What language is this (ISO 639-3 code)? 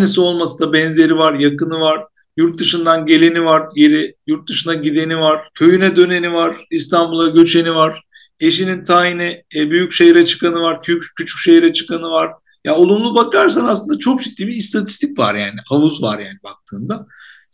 tur